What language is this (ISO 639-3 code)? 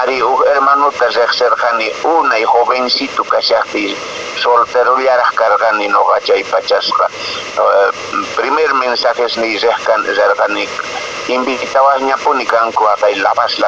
que